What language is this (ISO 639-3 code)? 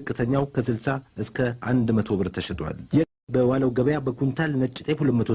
amh